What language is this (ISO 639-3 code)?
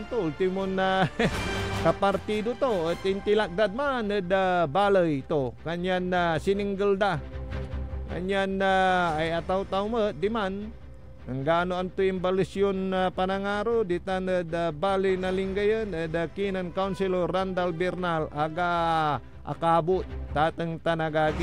pag